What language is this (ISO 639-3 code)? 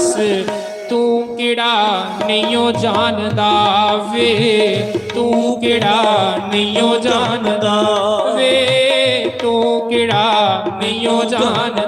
doi